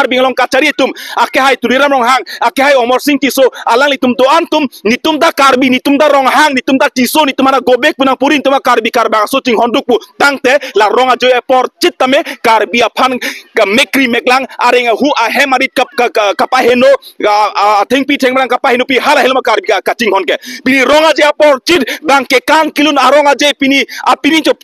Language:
Karbi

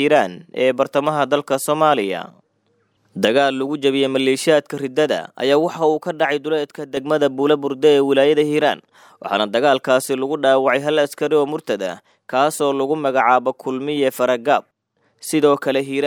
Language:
Somali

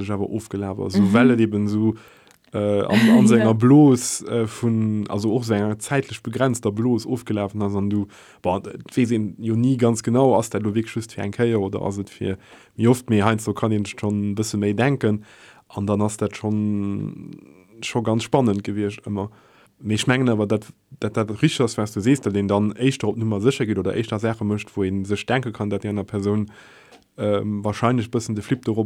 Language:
Luxembourgish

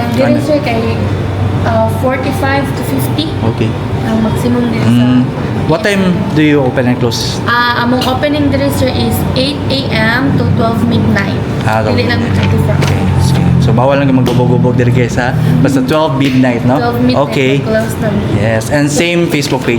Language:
Cebuano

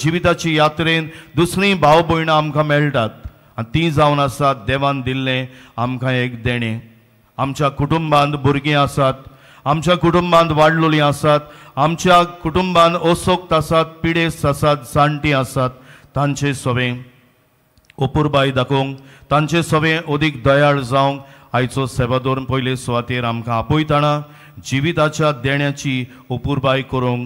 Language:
Konkani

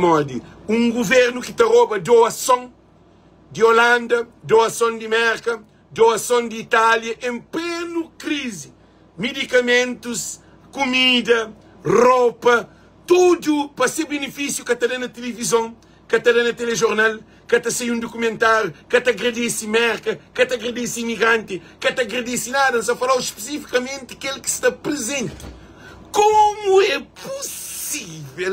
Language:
Kabuverdianu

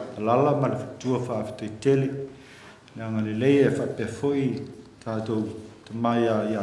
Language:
Samoan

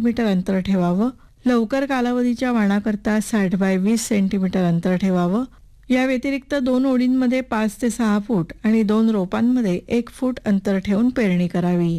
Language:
Marathi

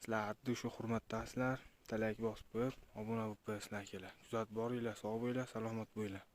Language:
Uzbek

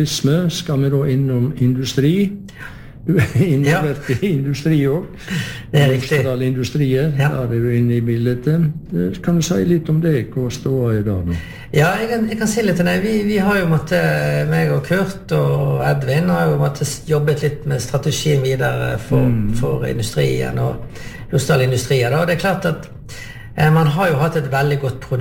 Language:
Norwegian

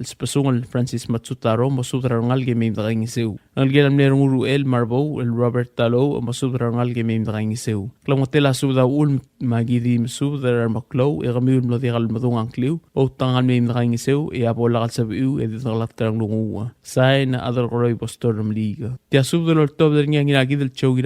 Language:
Palauan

